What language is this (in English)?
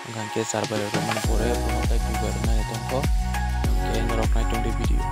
Kok Borok